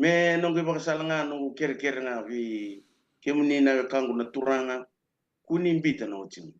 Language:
Fijian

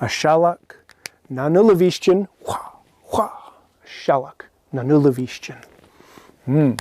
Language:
Scottish Gaelic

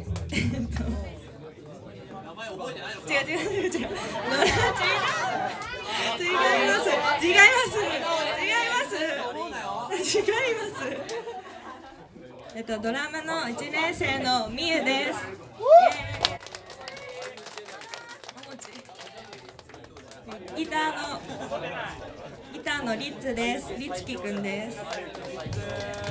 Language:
Japanese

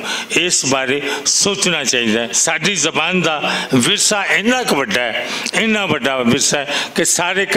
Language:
Western Panjabi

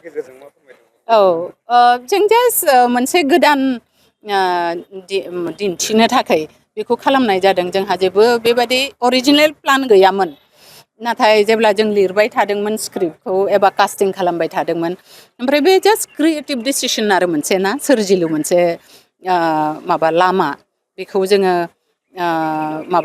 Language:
Bodo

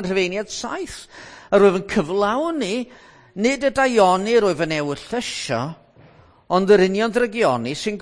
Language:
Welsh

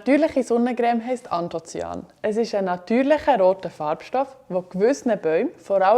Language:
Swiss German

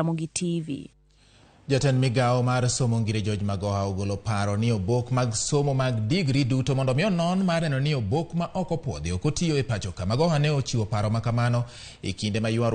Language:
Luo (Kenya and Tanzania)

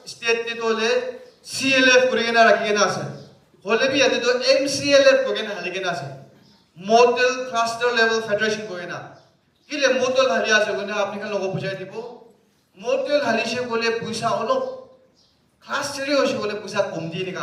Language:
Naga Pidgin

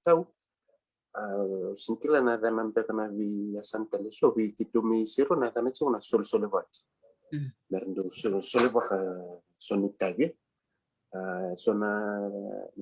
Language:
Fijian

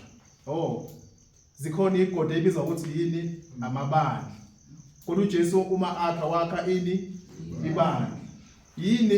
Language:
Zulu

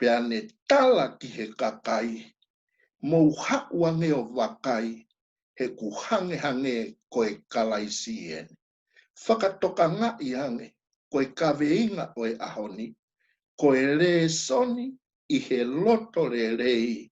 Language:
Tongan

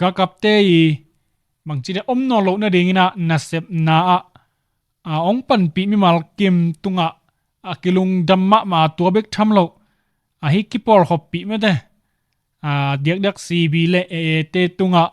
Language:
Tedim Chin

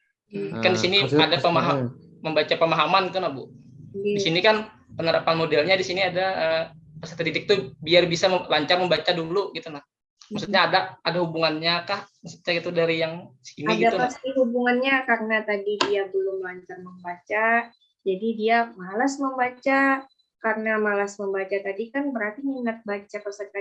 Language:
Banjar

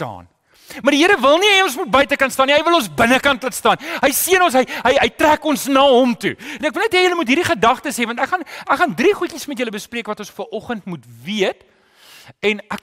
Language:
Afrikaans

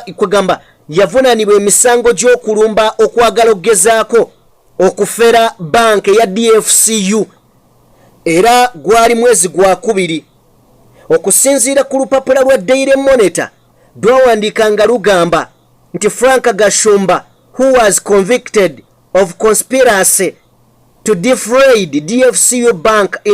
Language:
Ganda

